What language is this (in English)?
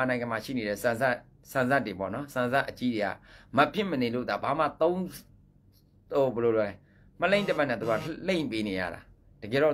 Burmese